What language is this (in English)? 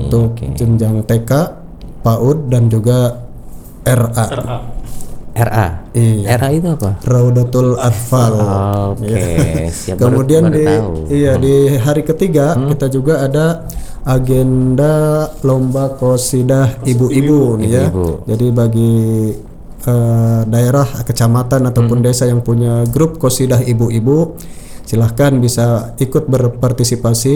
Indonesian